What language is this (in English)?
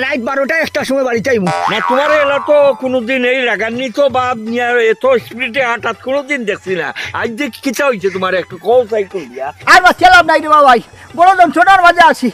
Sylheti